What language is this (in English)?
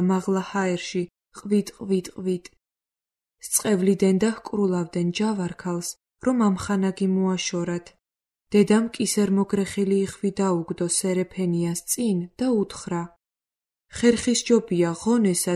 Georgian